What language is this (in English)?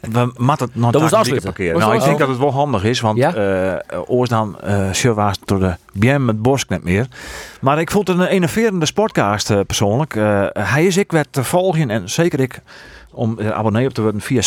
Western Frisian